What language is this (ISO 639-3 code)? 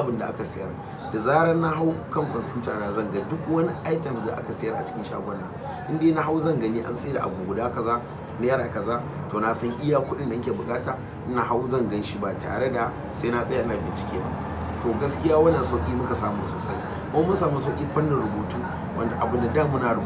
hau